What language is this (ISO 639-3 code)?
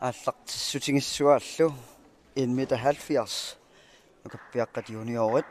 kal